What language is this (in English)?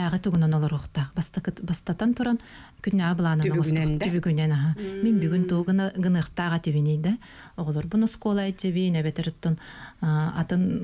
Yakut